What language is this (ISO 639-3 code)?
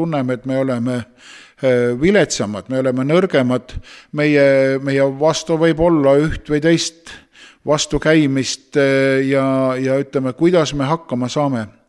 est